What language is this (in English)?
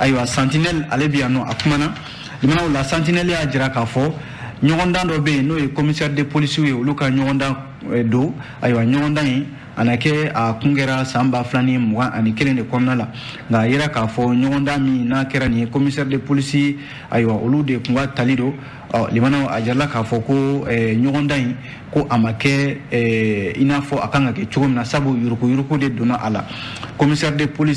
Bambara